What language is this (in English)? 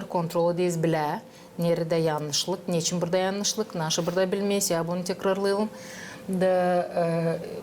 Gagauz